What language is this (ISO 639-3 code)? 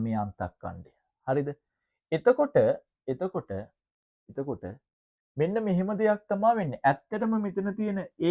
sin